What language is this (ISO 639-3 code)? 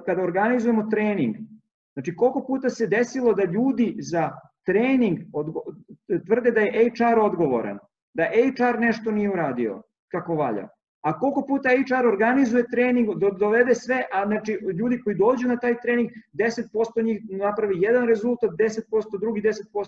srp